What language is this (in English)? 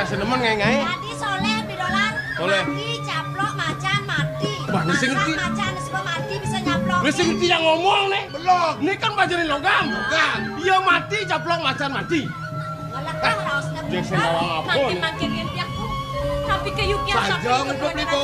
Balinese